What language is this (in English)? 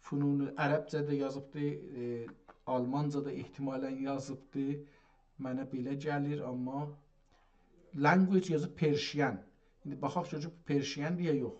South Azerbaijani